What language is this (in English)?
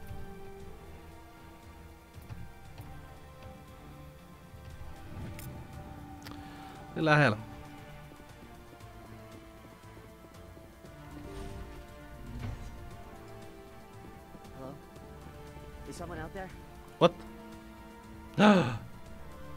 Finnish